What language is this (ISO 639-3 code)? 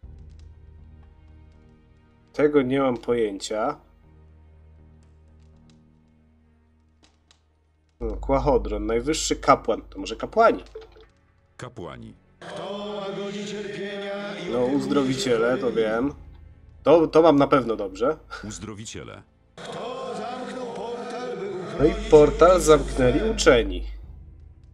pol